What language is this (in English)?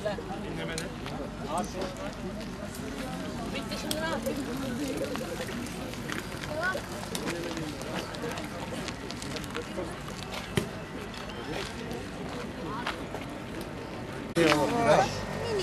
Turkish